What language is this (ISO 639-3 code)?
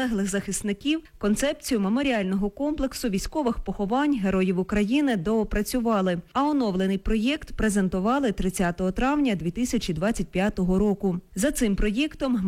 ukr